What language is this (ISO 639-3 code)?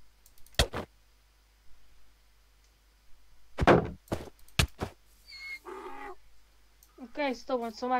nld